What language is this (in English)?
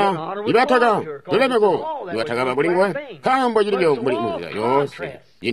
Tonga (Zambia)